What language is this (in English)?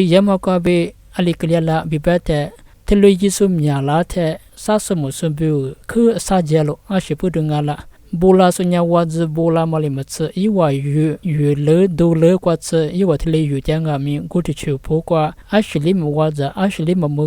Lisu